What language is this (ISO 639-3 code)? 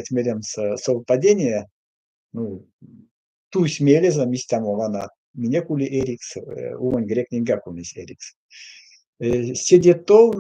myv